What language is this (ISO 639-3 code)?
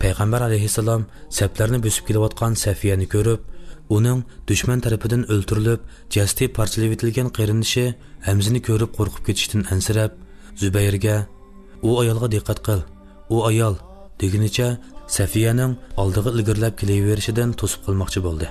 uig